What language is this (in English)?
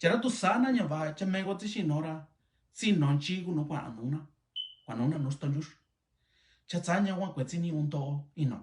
Mixtepec Mixtec